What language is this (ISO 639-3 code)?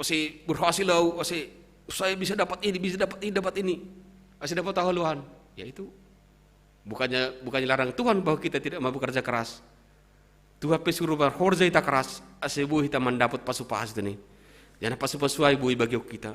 bts